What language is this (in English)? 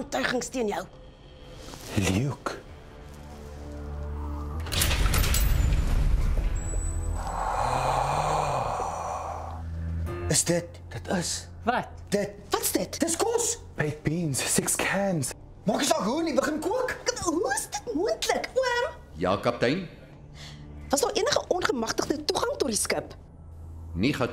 Afrikaans